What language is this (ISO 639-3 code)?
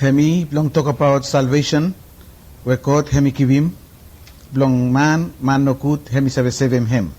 bis